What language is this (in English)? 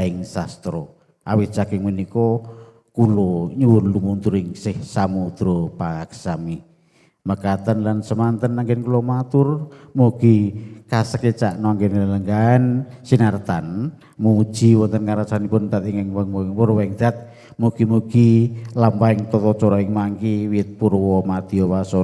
Javanese